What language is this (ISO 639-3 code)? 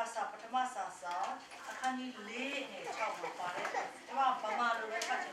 mya